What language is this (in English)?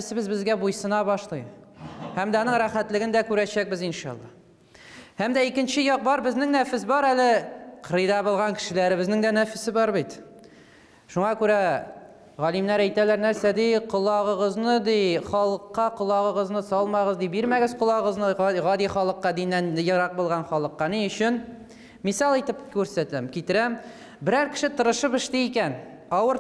Tatar